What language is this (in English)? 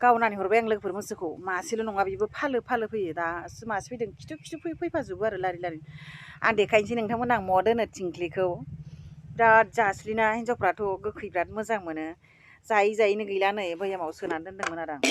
Bodo